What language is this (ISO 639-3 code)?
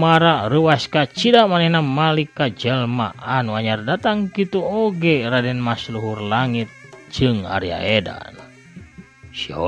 sun